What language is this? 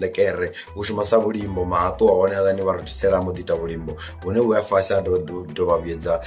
Venda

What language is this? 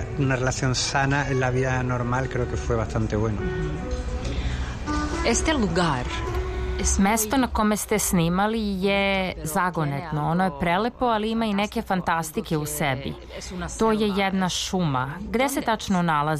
Serbian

